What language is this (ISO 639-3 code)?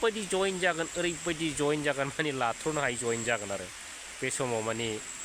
brx